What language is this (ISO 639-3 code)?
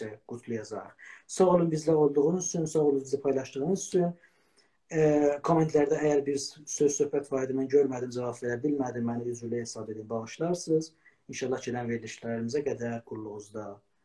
azb